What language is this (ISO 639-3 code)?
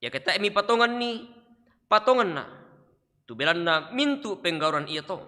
sda